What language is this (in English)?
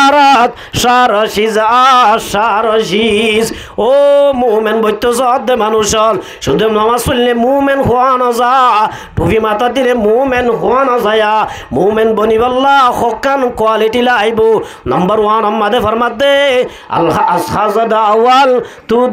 Rohingya